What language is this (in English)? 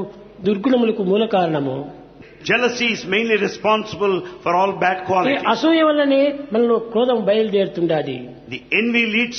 Telugu